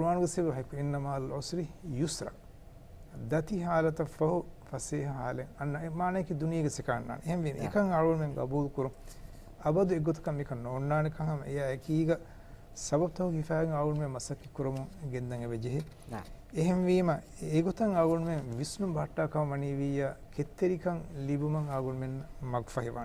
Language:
Divehi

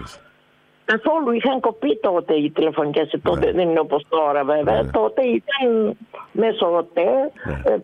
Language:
Greek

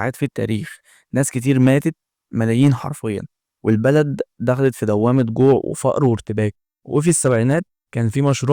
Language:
Egyptian Arabic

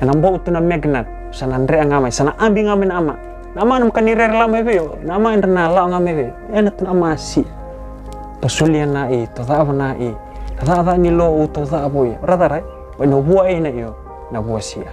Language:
Fijian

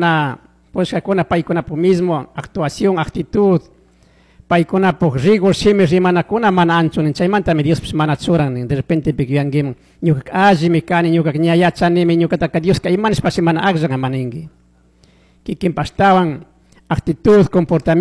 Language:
Chimborazo Highland Quichua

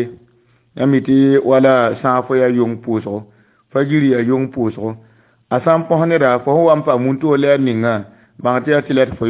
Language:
Mossi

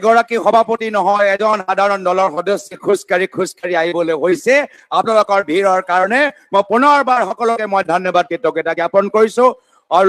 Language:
Assamese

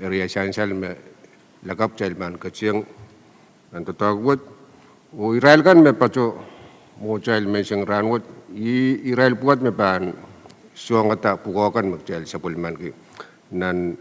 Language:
Pohnpeian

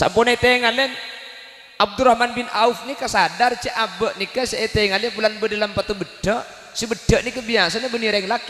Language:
Madurese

